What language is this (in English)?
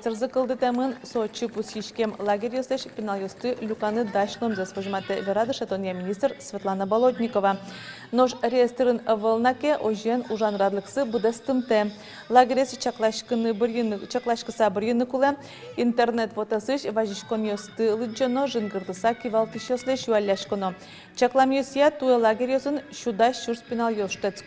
Udmurt